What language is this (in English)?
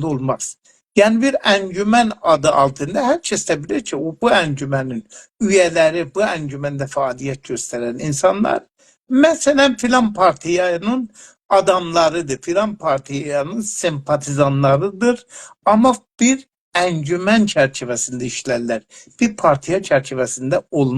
South Azerbaijani